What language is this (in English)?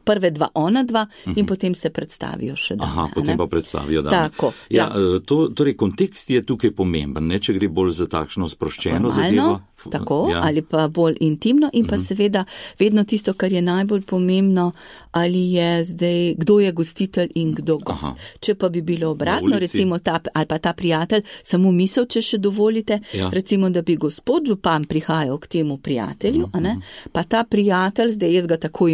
Slovenian